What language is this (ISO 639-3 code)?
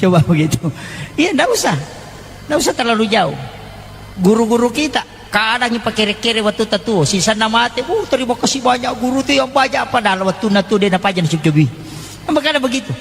bug